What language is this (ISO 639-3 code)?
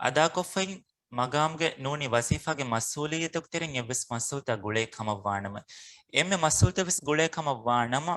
div